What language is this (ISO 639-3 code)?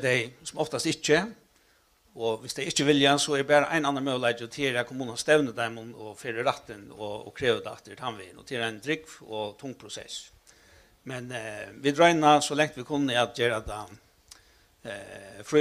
fao